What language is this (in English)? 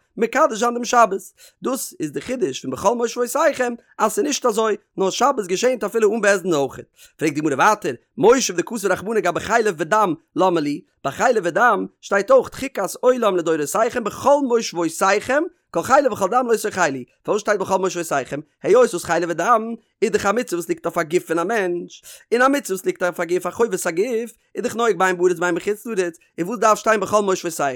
Yiddish